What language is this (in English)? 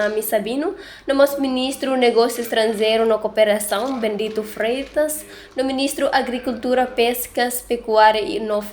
Tetum